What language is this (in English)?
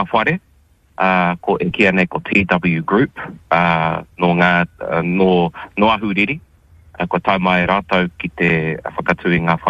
Māori